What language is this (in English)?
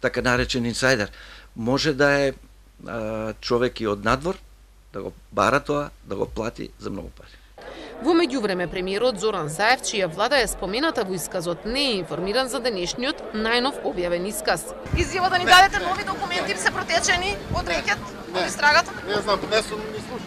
Macedonian